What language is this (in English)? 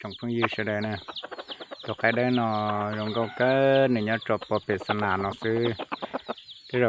Hmong